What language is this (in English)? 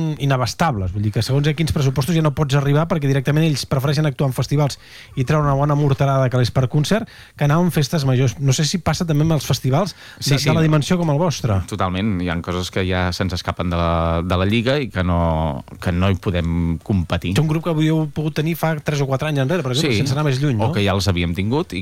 Catalan